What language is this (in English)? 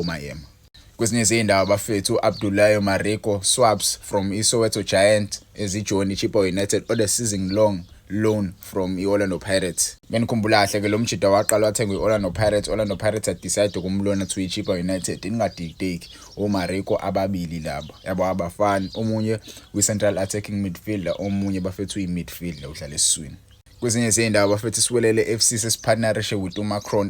Zulu